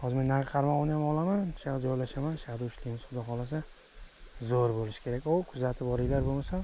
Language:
Uzbek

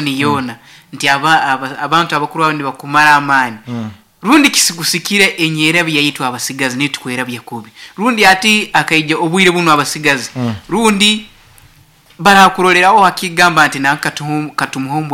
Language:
Nyankole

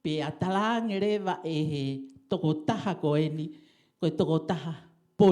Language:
Tongan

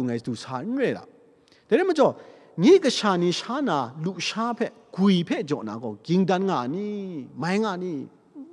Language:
Kachin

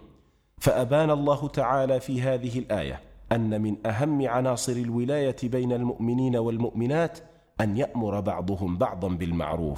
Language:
Arabic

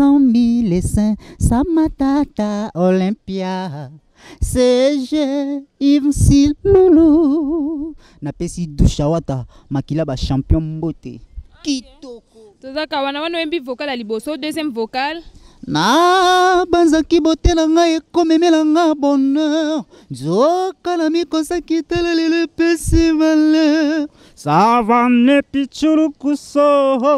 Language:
Lingala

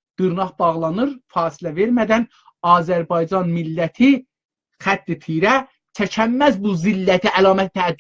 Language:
South Azerbaijani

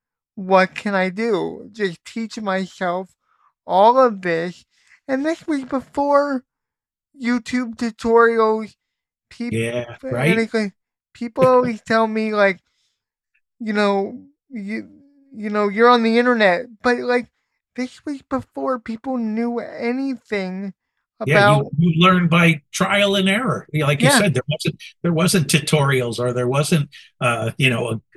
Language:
English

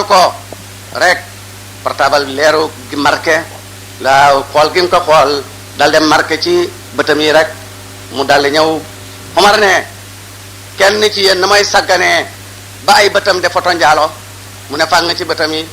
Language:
Wolof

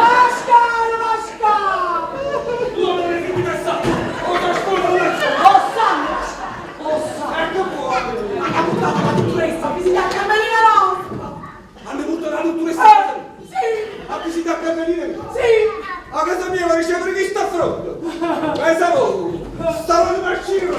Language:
Neapolitan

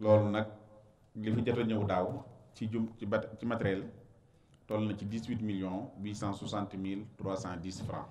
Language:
Wolof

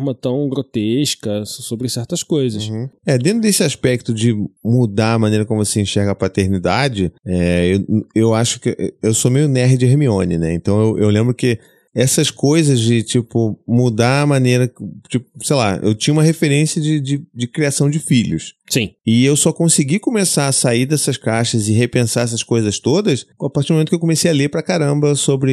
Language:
Portuguese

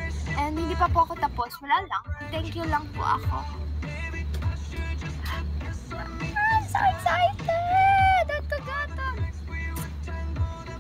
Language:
Filipino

